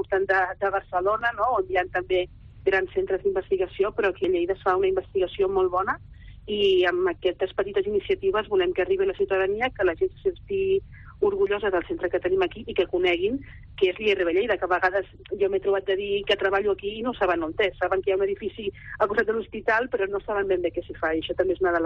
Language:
Catalan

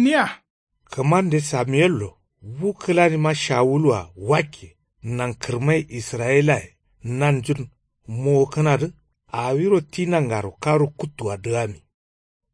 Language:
Kanuri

